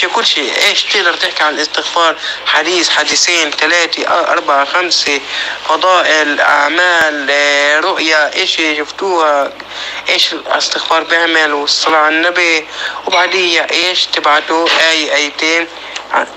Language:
North Levantine Arabic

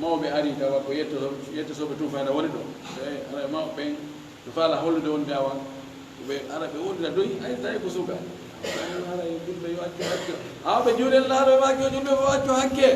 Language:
Fula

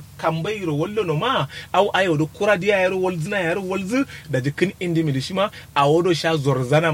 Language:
Kanuri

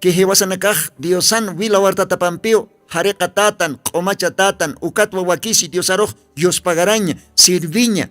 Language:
Aymara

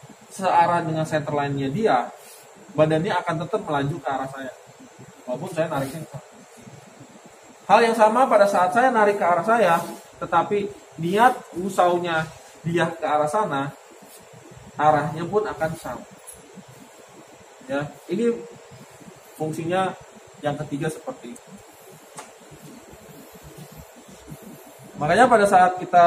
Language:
Indonesian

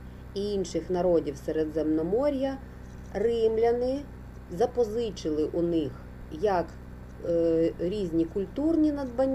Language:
Ukrainian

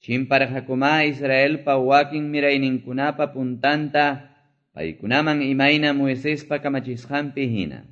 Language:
Quechua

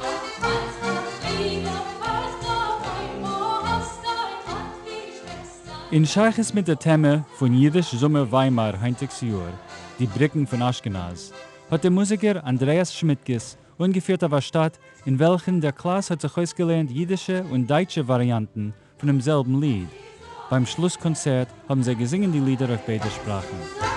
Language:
Yiddish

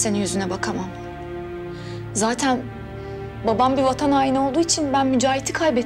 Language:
Turkish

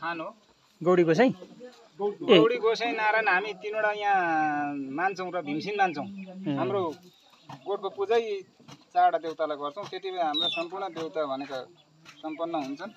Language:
Nepali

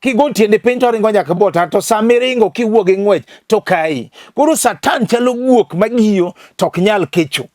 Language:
Luo (Kenya and Tanzania)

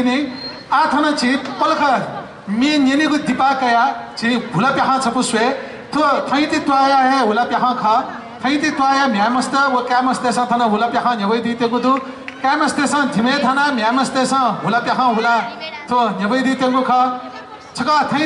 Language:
Newari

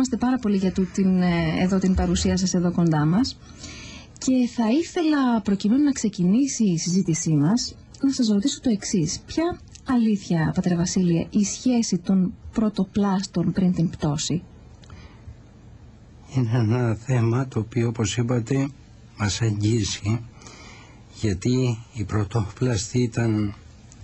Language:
Greek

